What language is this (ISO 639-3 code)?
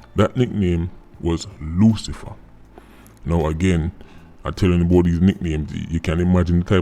jam